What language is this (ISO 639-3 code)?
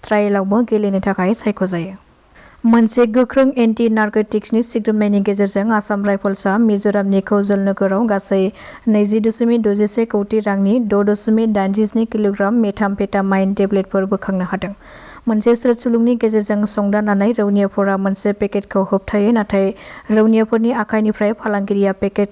brx